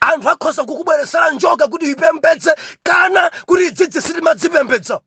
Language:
Nyanja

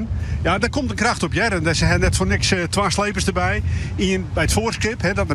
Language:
Western Frisian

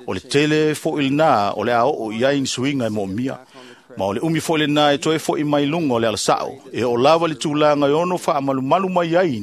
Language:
Samoan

